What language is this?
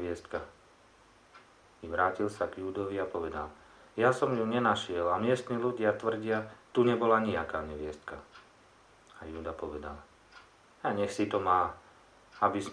Slovak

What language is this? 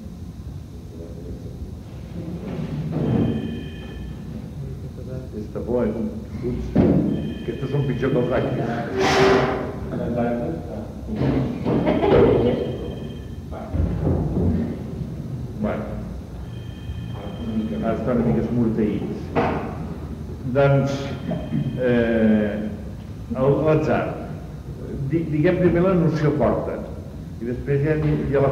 Catalan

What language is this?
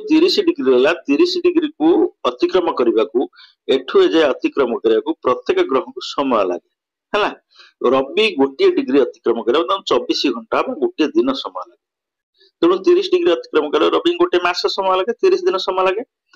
Odia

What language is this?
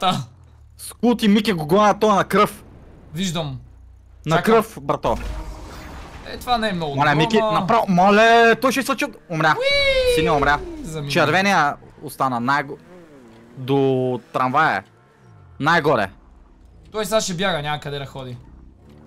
Bulgarian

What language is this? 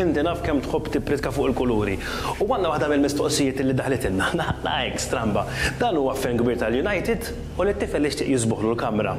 Maltese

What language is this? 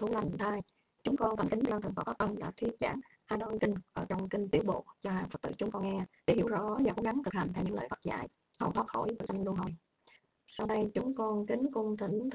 Vietnamese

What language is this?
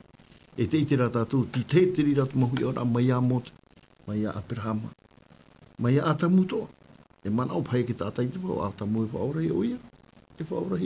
Tahitian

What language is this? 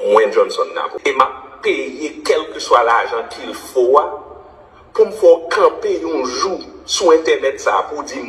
Haitian Creole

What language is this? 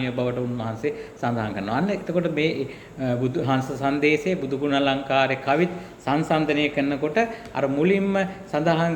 Sinhala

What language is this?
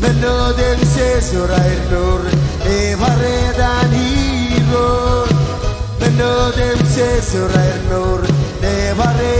Marshallese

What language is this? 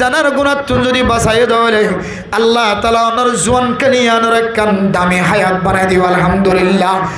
Rohingya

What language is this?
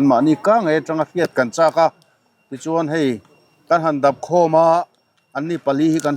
Mizo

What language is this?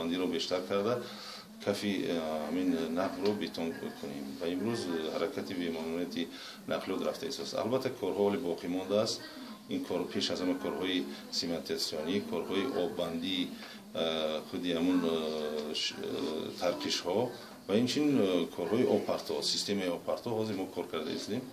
Tajik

